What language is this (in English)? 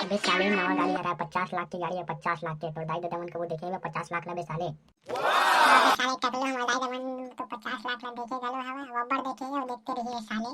Chhattisgarhi